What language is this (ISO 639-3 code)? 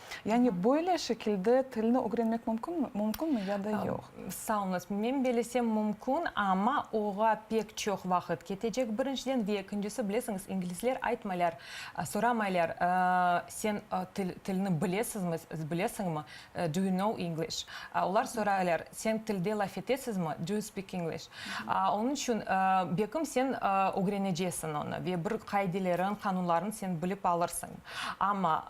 crh